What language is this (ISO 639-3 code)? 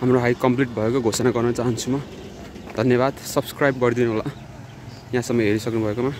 nep